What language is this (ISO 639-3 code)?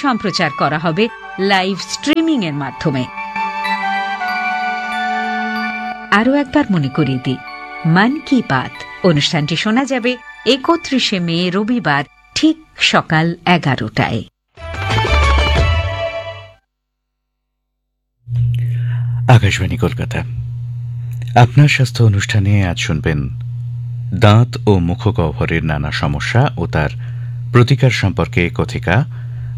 ben